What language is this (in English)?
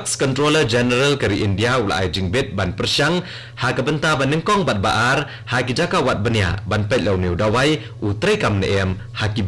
Khasi